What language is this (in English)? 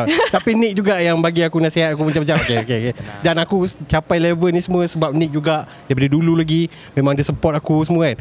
Malay